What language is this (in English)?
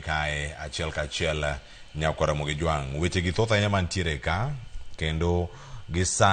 Luo (Kenya and Tanzania)